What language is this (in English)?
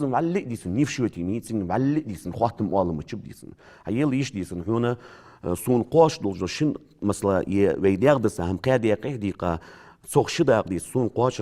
Ingush